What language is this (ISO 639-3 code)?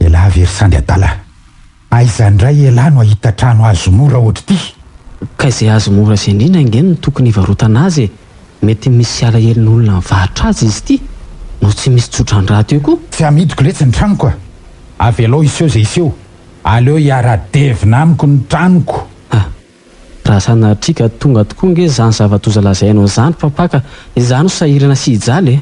mlg